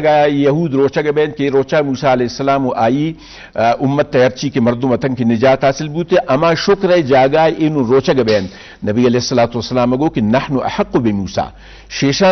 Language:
Eastern Balochi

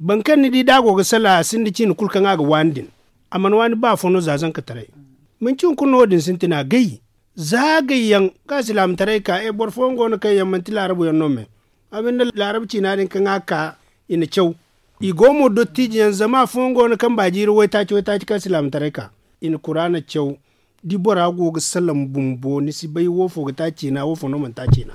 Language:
Zarma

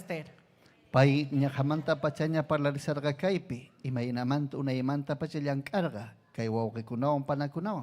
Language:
Ayacucho Quechua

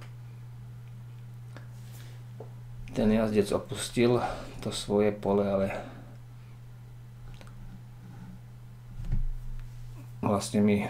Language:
Slovak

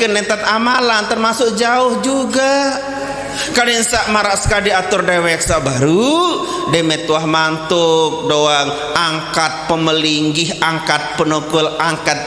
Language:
Sasak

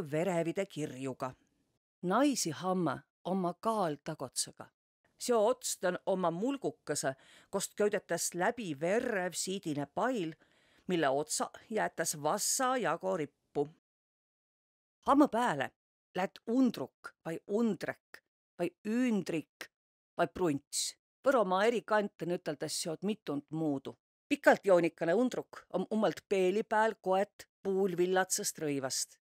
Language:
Võro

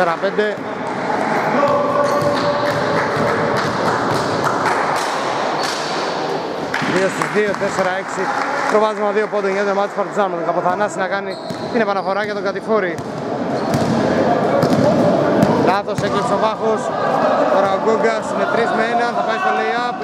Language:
Greek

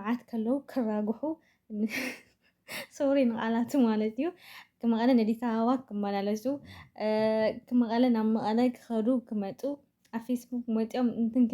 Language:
Tigrinya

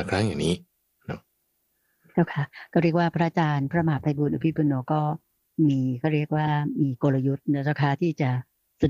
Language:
Thai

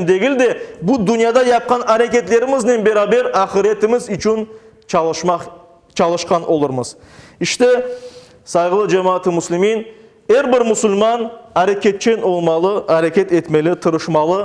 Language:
Crimean Tatar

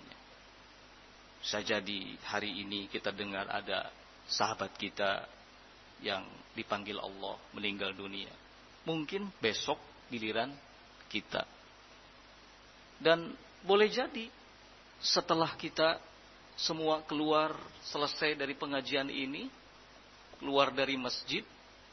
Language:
Indonesian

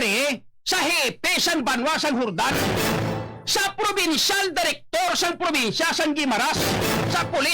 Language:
Hiligaynon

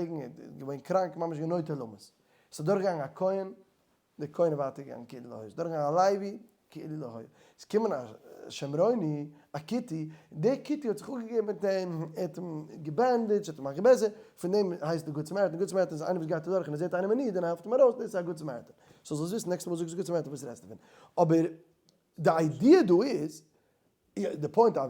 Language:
Yiddish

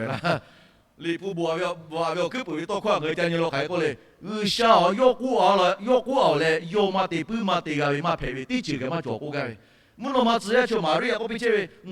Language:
Lahu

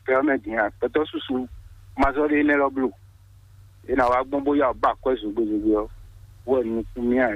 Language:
Fon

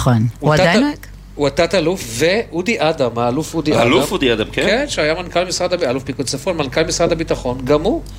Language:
Hebrew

